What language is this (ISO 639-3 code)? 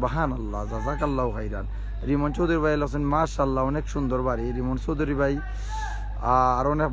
syl